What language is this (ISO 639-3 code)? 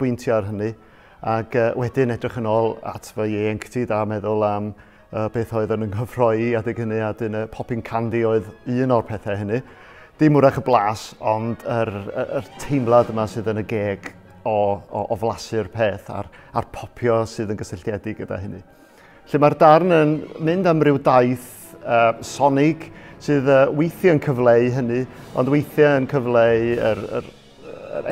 cym